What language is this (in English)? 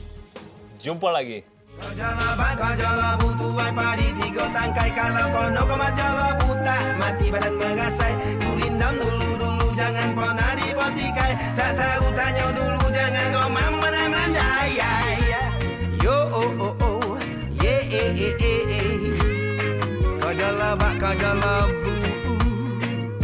Malay